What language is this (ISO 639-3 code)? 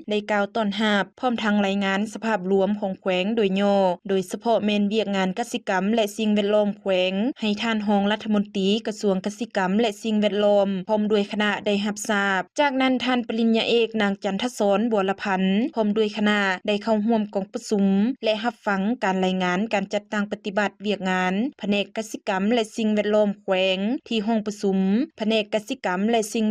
lao